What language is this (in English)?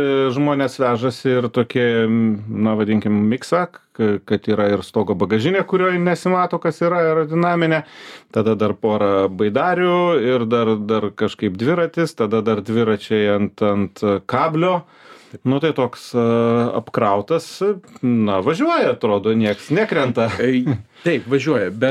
Lithuanian